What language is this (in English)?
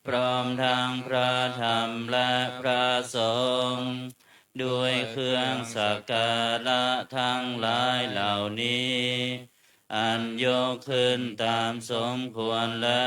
Pali